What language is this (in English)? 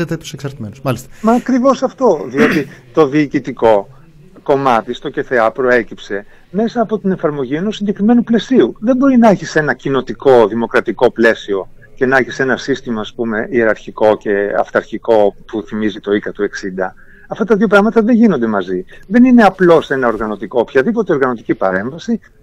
Greek